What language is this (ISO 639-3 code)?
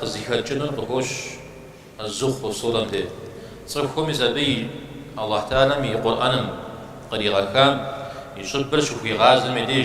kbd